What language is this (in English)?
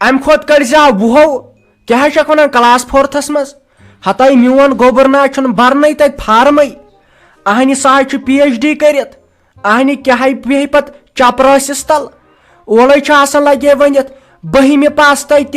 Kashmiri